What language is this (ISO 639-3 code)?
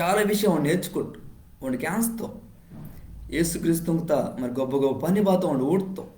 kff